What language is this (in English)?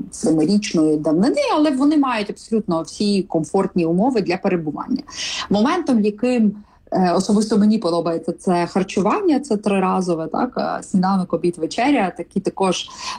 Ukrainian